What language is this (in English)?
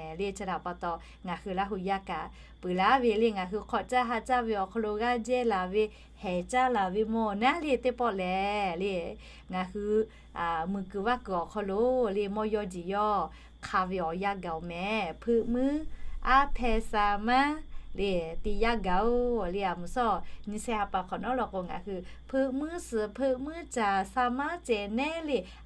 Lahu